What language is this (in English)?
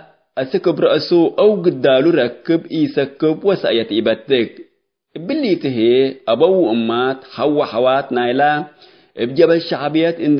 Tigre